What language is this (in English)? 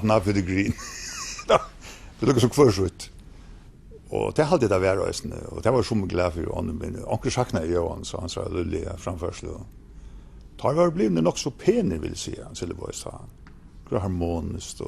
Faroese